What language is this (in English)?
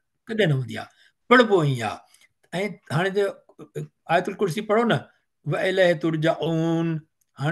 Sindhi